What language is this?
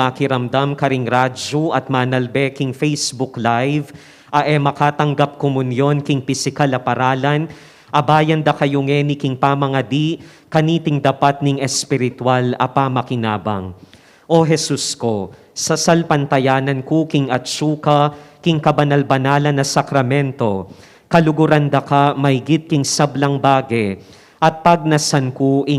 Pampanga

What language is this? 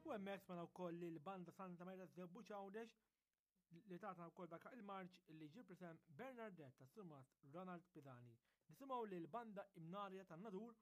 Maltese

